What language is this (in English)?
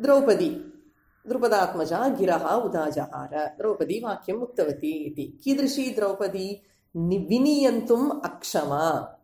Sanskrit